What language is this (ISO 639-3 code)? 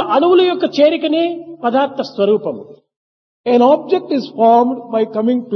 tel